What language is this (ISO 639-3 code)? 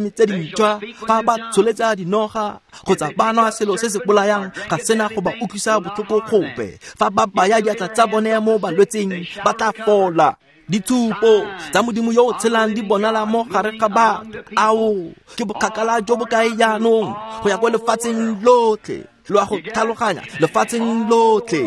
tsn